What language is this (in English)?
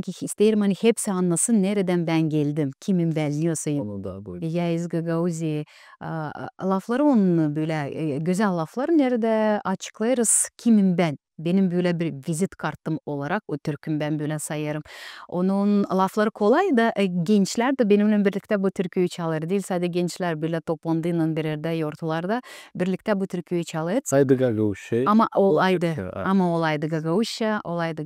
Gagauz